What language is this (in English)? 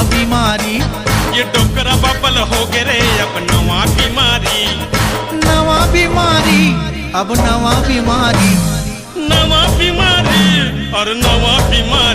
Chhattisgarhi